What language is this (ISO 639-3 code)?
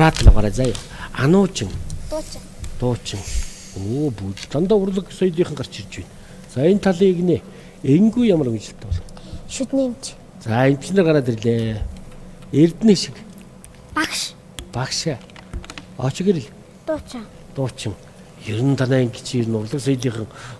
mon